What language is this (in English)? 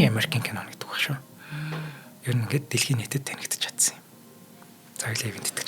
Mongolian